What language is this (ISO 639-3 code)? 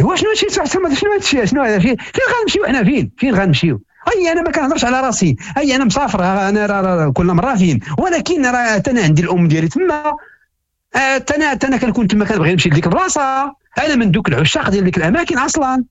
ary